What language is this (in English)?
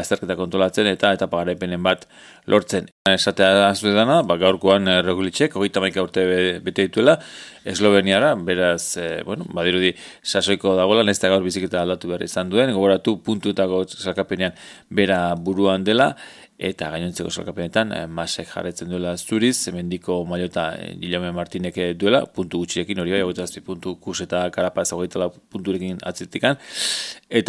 Basque